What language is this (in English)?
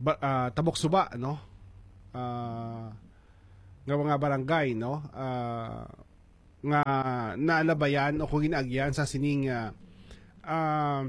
Hiligaynon